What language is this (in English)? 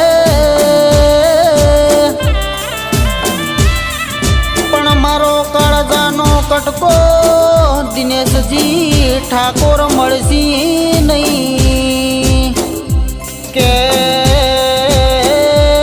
Gujarati